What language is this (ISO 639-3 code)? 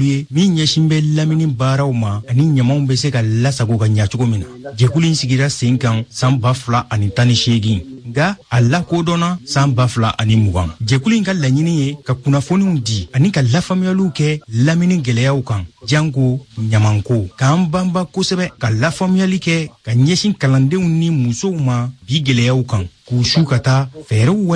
bam